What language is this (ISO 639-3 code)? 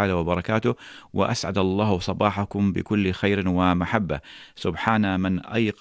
ara